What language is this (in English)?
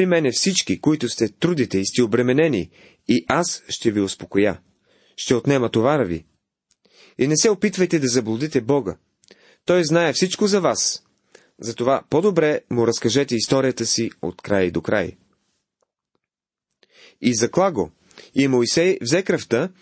Bulgarian